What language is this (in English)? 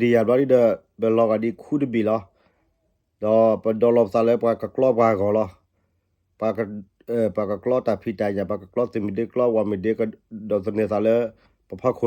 S'gaw Karen